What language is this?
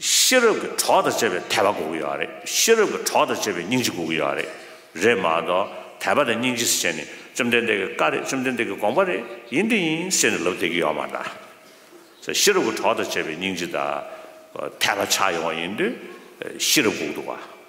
Tibetan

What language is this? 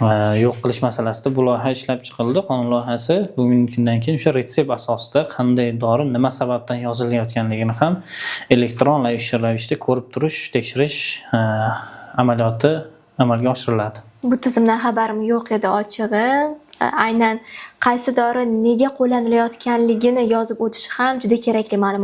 Uzbek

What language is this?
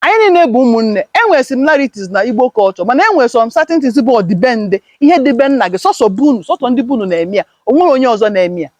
Igbo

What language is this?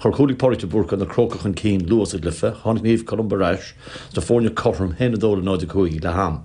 Irish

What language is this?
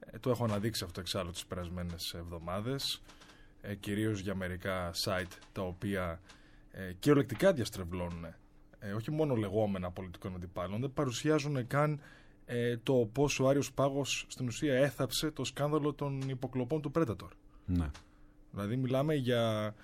Greek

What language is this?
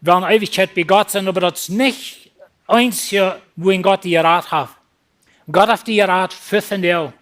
Plautdietsch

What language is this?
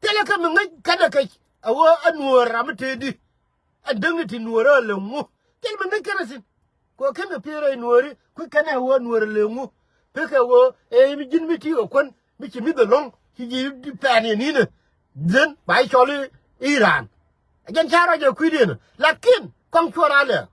Nuer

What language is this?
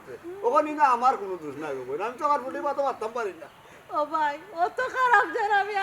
Sylheti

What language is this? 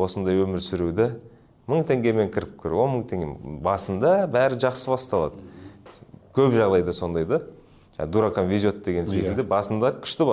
Kazakh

